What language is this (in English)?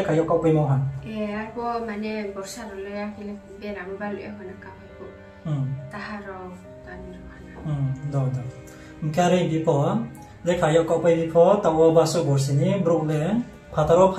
Riang (India)